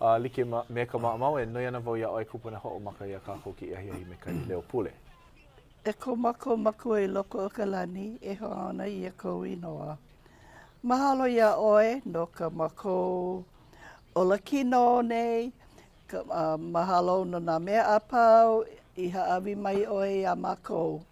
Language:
Hawaiian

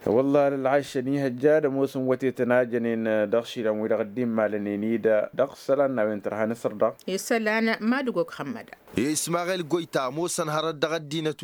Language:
Tamasheq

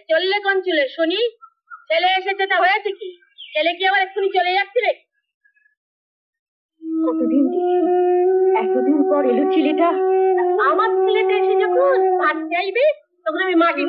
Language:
Bangla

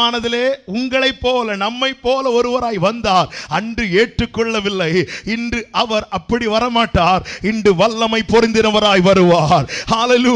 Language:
Tamil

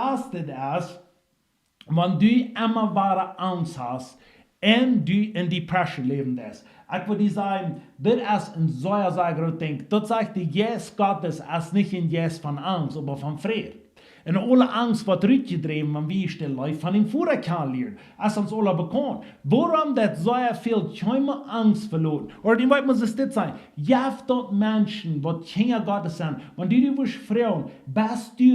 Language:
Plautdietsch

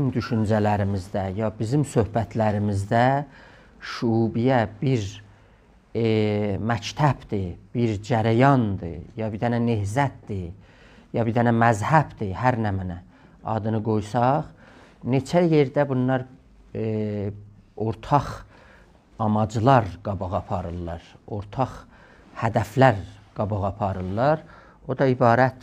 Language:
South Azerbaijani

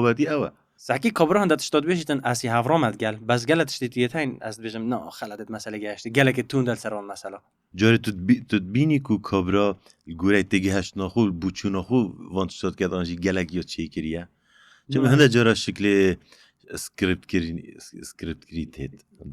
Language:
Kurdish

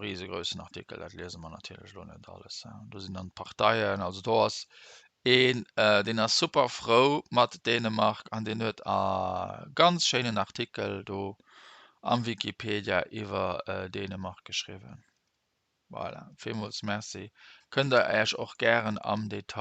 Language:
Luxembourgish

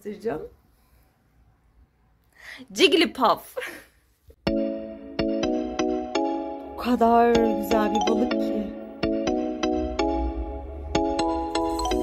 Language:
Turkish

